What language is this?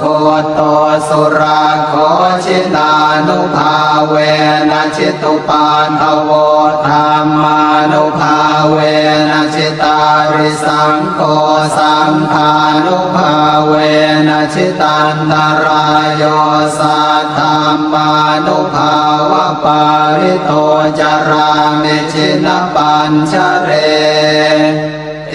Pali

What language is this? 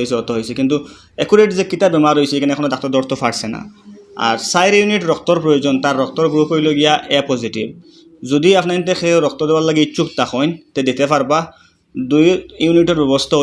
Sylheti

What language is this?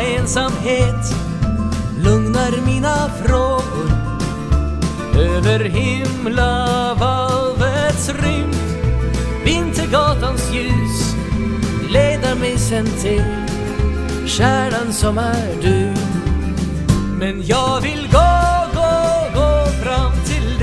Swedish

